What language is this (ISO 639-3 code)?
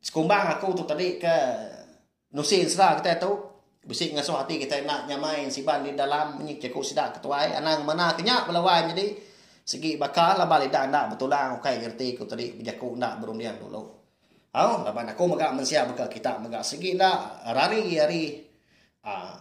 iba